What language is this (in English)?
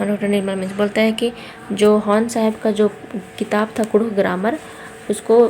Kurukh